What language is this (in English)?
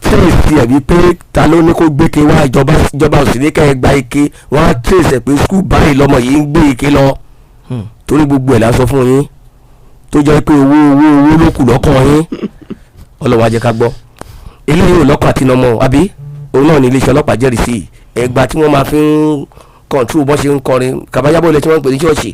Yoruba